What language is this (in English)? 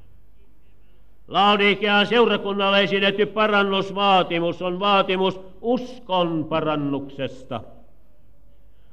Finnish